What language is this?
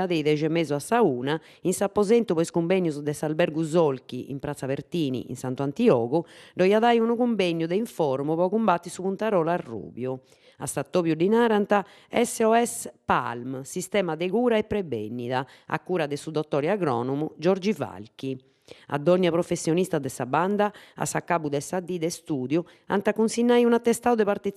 Sardinian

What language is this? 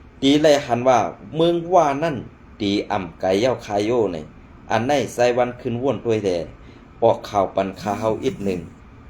Shan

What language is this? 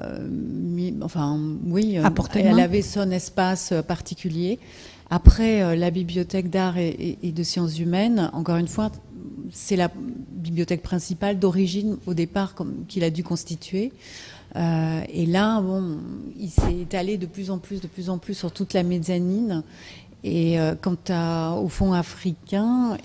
French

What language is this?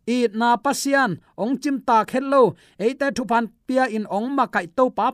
Tedim Chin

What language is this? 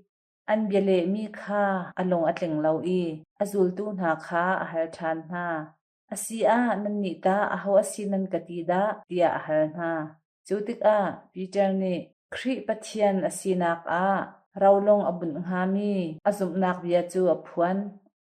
Hakha Chin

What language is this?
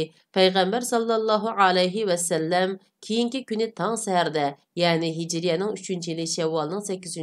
Uyghur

